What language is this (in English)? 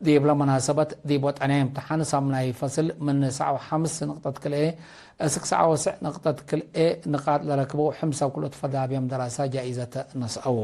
Tigre